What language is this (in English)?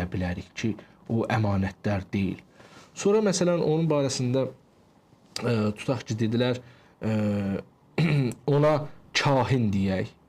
Azerbaijani